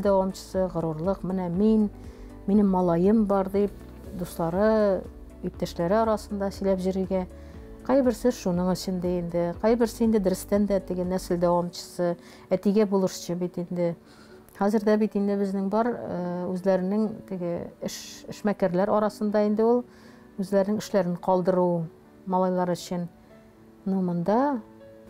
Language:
Tatar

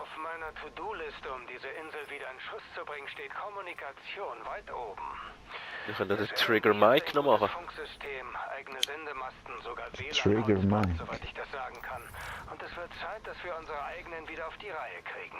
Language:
Swiss German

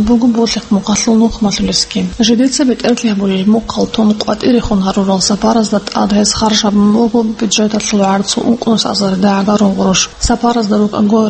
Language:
Avaric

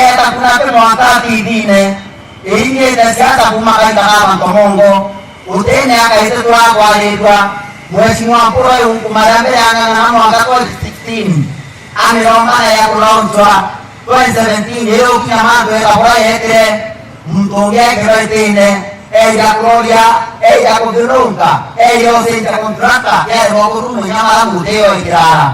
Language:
Meru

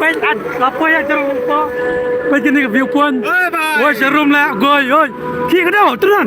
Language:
Khasi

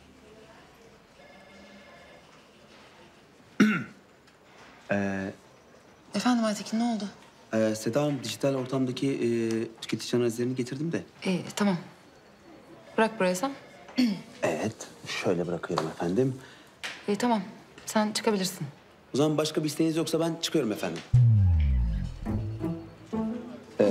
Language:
Turkish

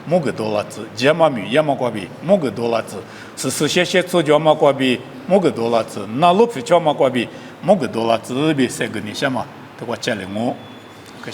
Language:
Lisu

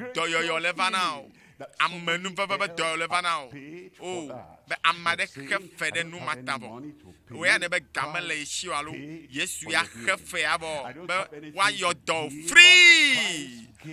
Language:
Ewe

